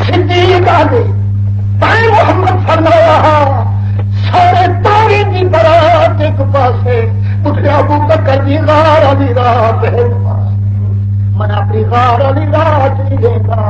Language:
Saraiki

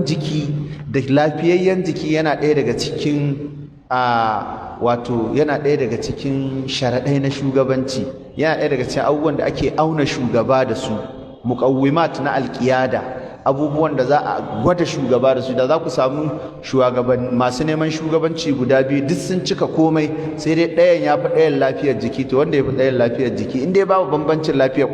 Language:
Hausa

